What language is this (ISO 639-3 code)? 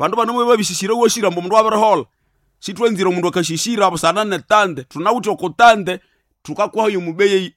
nnb